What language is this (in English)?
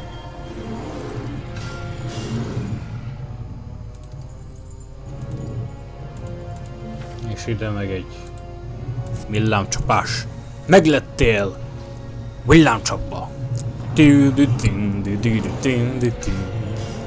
Hungarian